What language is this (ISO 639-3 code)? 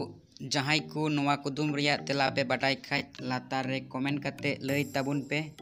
sat